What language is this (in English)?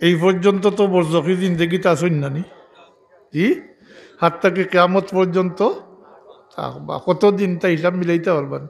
Sylheti